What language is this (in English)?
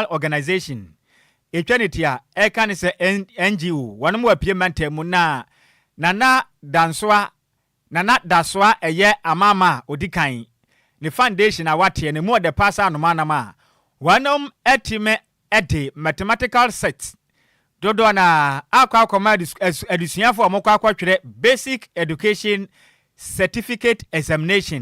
Akan